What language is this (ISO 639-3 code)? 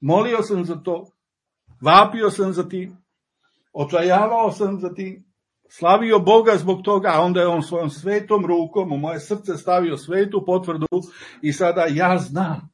srp